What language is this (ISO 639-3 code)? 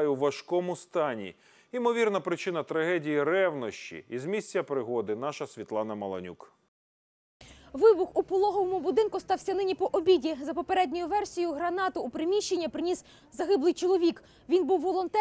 ukr